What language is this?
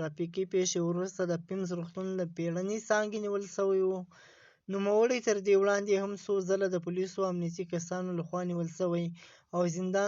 Pashto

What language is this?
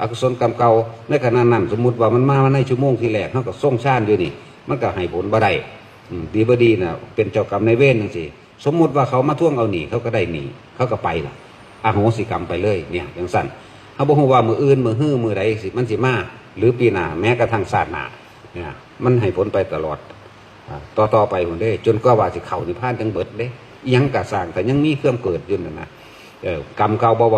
Northeastern Thai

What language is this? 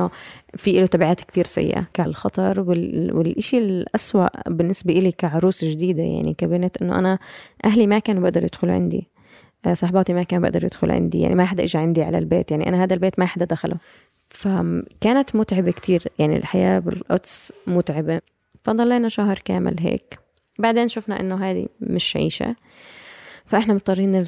North Levantine Arabic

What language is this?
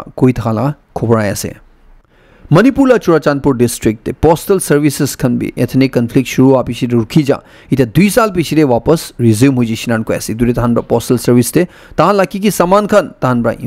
Naga Pidgin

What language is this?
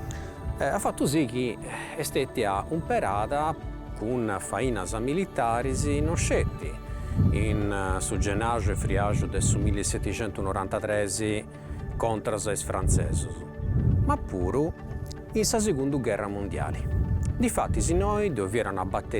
Sardinian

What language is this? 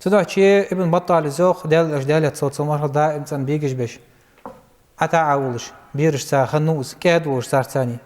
Ingush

